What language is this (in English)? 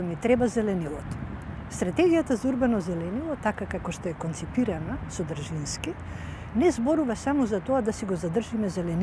Macedonian